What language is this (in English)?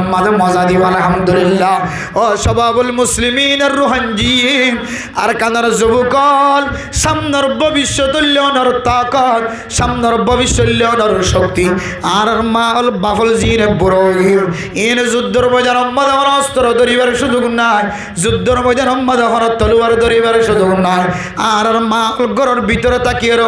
Rohingya